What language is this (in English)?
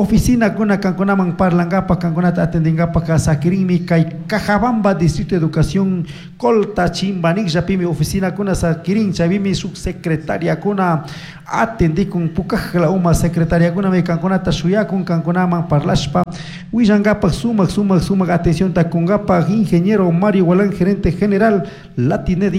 Chimborazo Highland Quichua